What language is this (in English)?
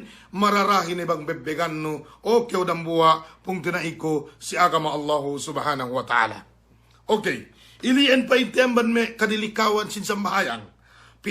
Yakan